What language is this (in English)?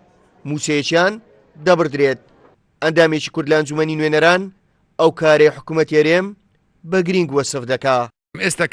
Central Kurdish